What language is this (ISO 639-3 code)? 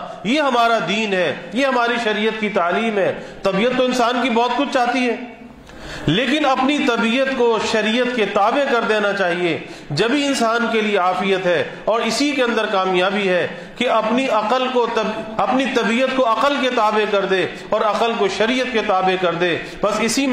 urd